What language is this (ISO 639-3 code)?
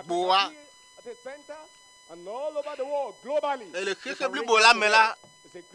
ewe